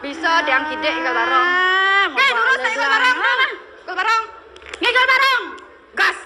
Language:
Balinese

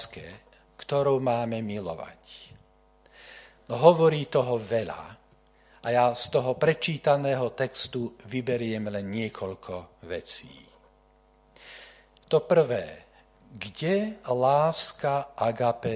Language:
Slovak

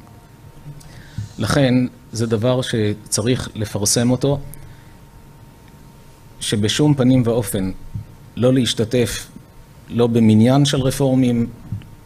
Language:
Hebrew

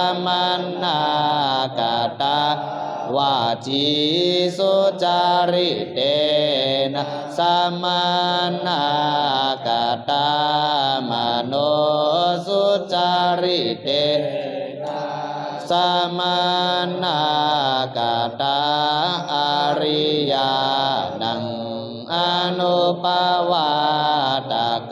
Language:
Pali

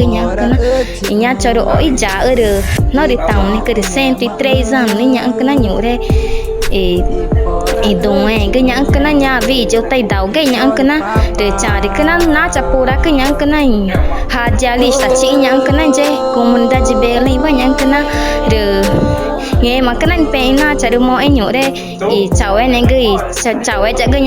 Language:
Ticuna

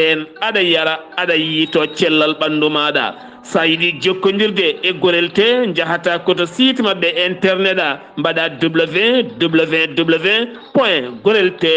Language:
Fula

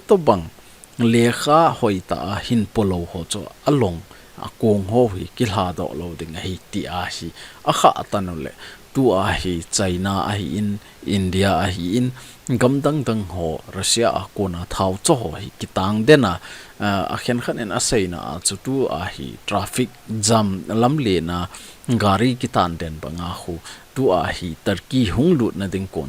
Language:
Thado Chin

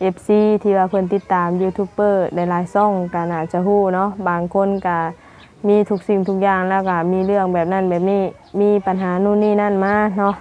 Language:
Lao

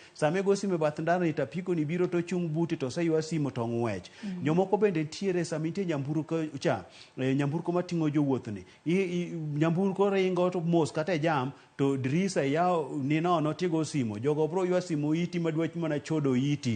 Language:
Luo (Kenya and Tanzania)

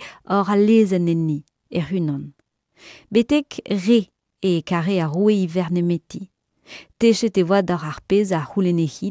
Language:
Breton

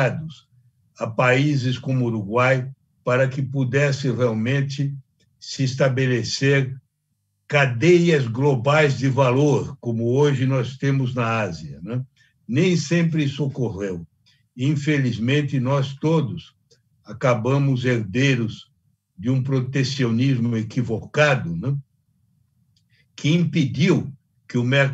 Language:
Portuguese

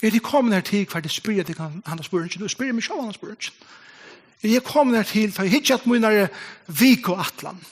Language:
Faroese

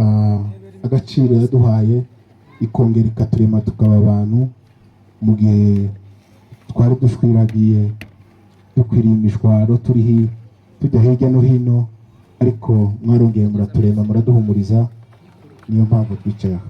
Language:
Kinyarwanda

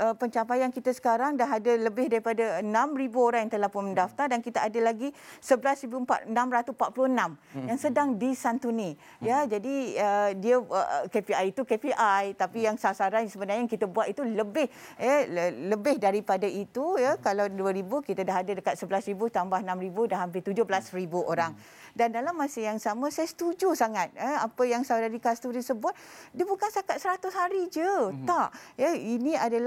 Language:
Malay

